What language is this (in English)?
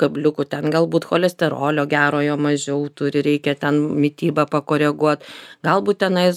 Lithuanian